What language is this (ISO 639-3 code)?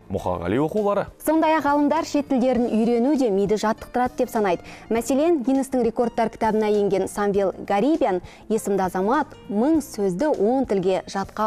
kaz